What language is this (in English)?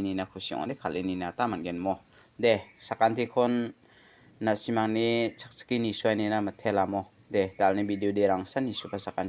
Garo